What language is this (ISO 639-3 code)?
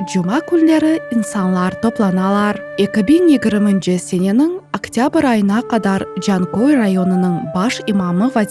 crh